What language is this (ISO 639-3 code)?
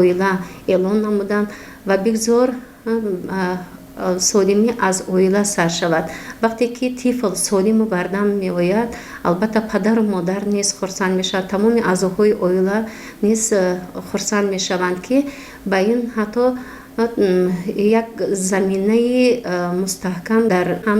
tgk